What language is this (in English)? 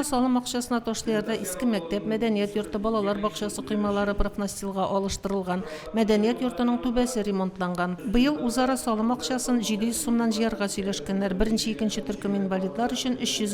Tatar